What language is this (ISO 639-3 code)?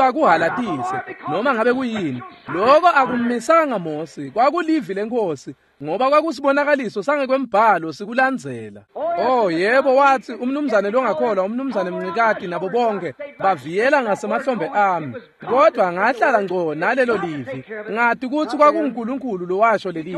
ssw